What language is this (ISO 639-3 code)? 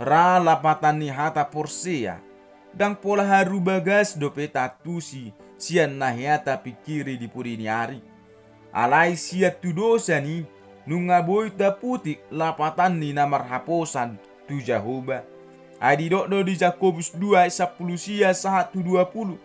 bbc